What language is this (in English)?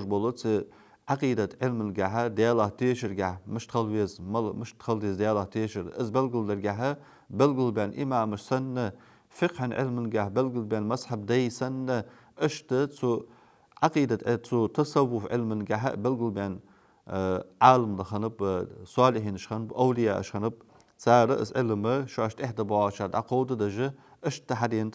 Ingush